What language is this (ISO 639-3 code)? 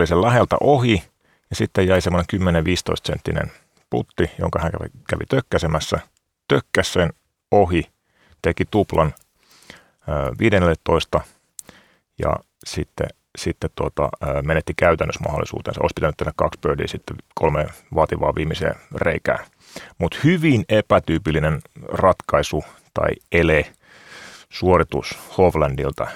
fin